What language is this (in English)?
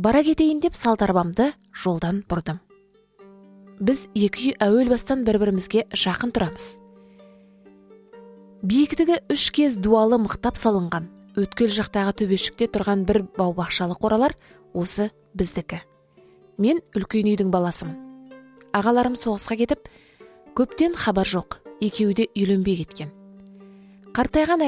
Kazakh